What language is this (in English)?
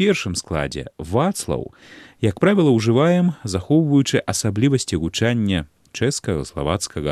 Belarusian